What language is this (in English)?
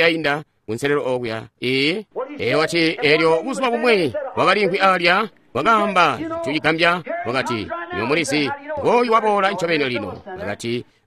Tonga (Zambia)